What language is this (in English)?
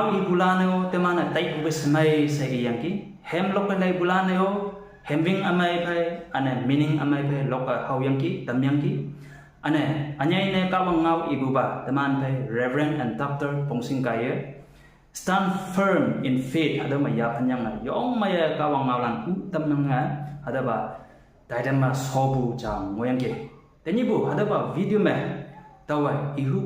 Konyak Naga